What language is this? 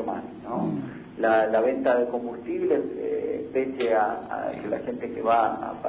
Spanish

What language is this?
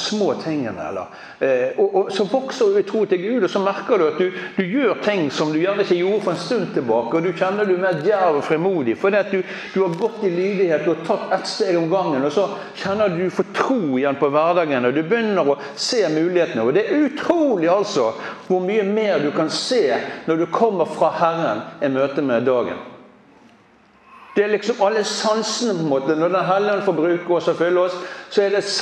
Norwegian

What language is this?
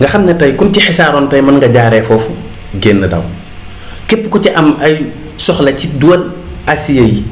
Wolof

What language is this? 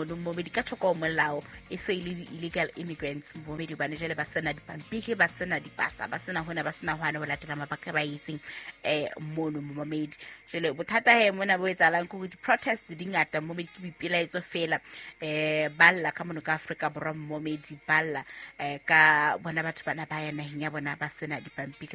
Southern Sotho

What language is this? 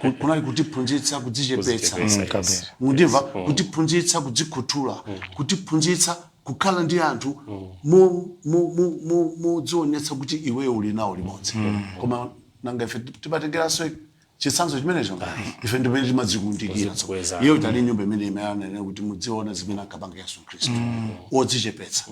Nyanja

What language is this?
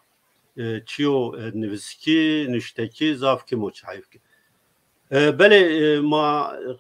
Zaza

